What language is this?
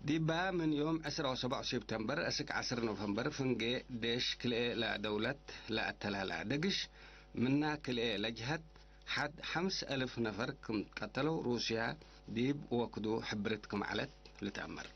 Tigre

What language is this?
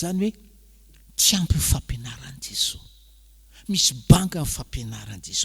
Malagasy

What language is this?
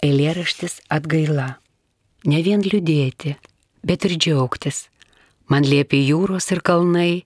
Lithuanian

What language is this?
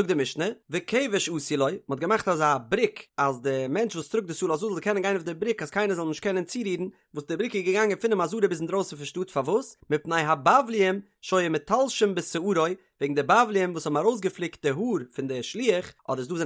Yiddish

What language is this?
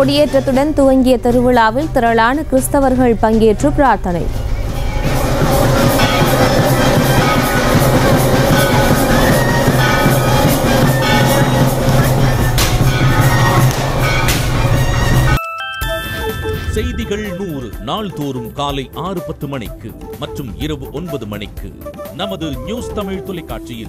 Tamil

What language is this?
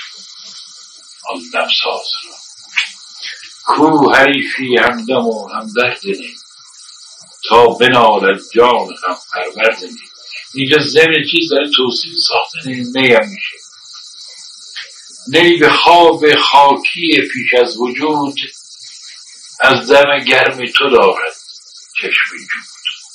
Persian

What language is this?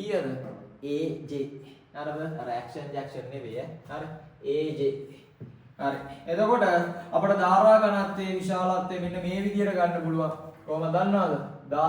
Sinhala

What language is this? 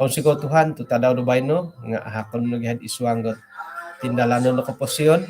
Central Dusun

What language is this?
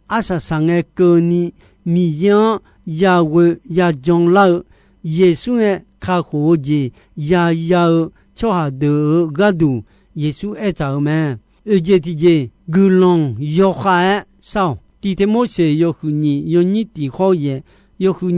Akha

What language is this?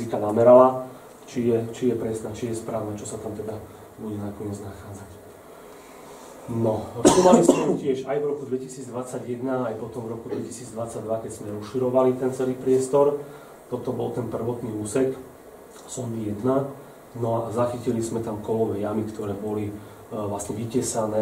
Slovak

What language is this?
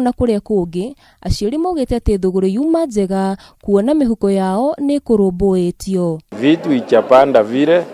Kikuyu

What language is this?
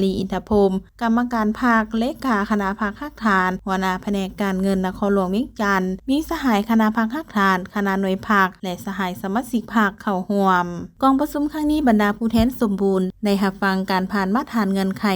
Lao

